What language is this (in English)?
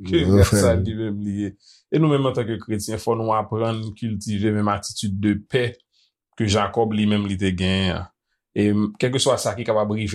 Haitian Creole